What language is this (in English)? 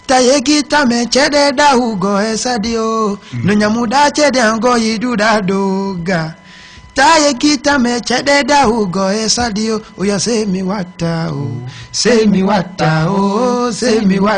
Fula